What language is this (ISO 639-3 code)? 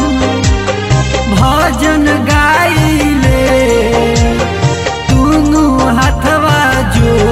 bho